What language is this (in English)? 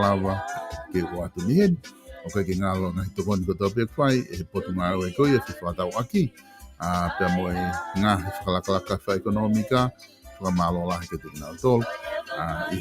Tongan